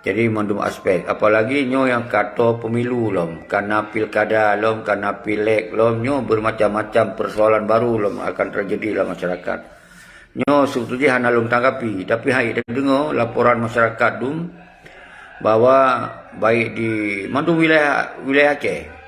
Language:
Achinese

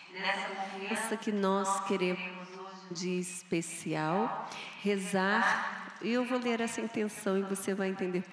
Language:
Portuguese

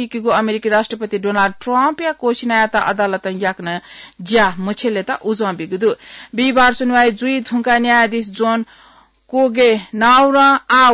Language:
Newari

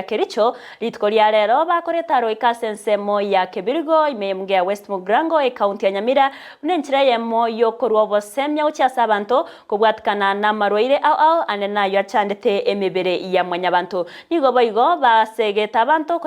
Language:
Gusii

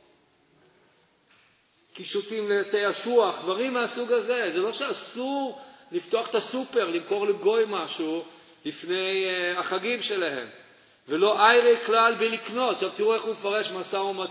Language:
Hebrew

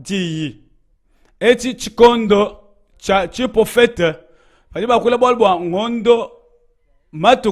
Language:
Luba-Lulua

